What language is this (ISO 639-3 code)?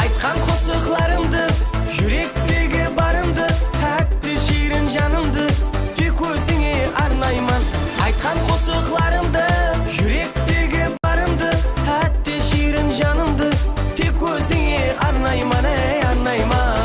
kaa